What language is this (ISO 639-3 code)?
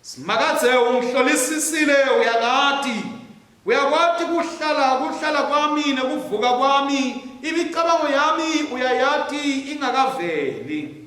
ssw